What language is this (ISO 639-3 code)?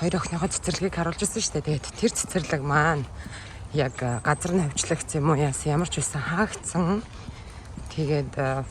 mon